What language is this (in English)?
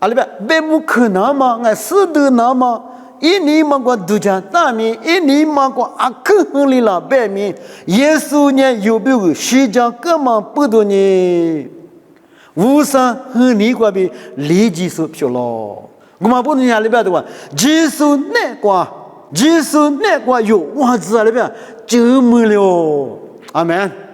Lisu